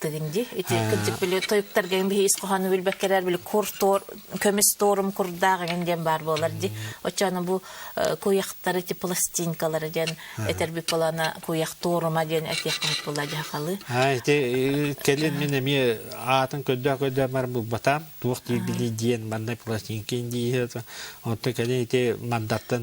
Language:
Yakut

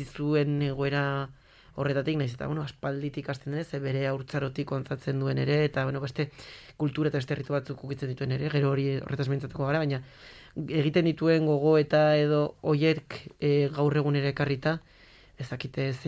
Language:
Basque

